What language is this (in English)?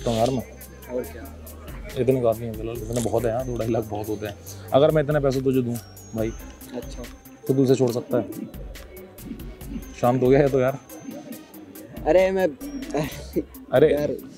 Hindi